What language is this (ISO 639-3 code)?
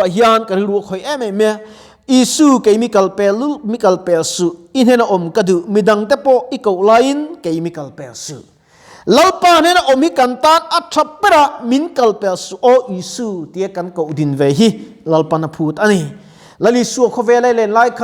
lus